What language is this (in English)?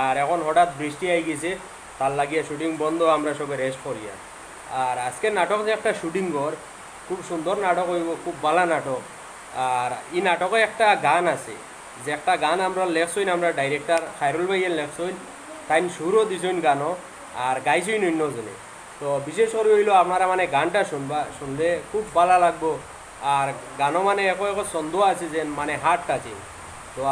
Sylheti